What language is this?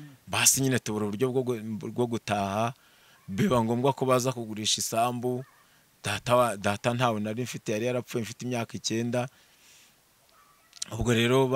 Kinyarwanda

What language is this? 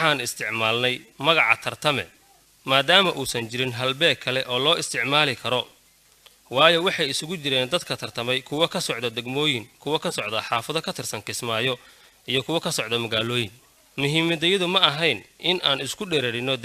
Somali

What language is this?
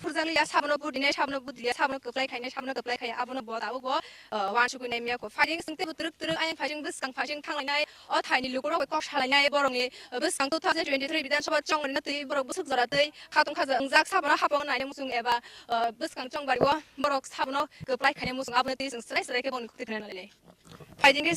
Kok Borok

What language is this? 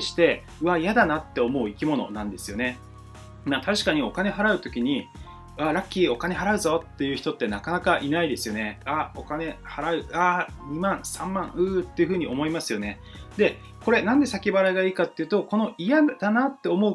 Japanese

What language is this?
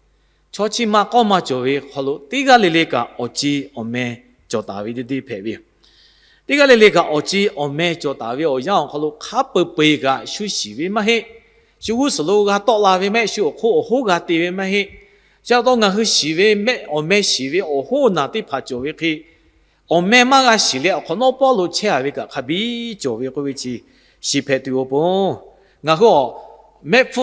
Lahu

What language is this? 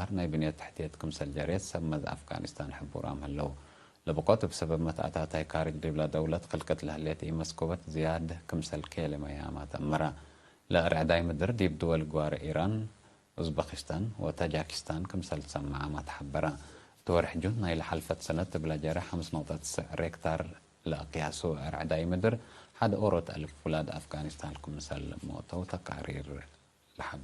Tigre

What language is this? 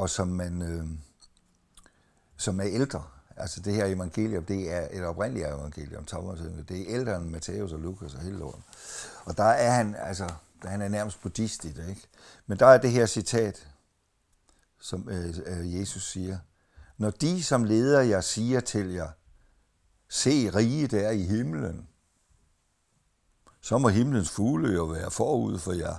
Danish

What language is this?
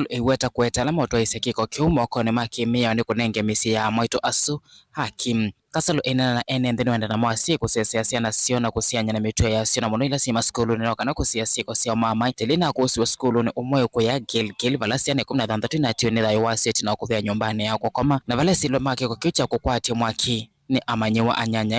Kamba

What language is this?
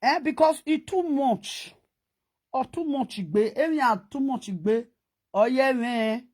Nigerian Pidgin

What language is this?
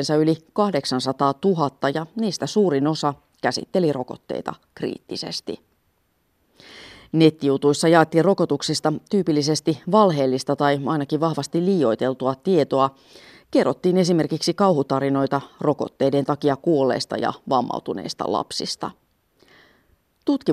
Finnish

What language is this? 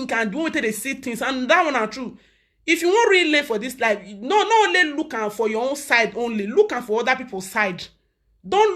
Nigerian Pidgin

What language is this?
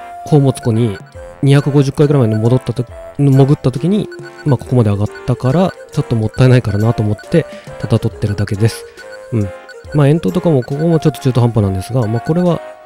Japanese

